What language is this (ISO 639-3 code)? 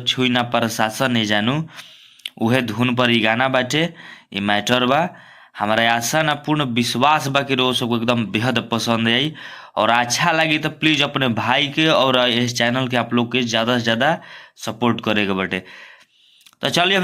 bho